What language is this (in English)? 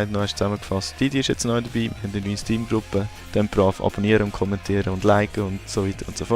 Swiss German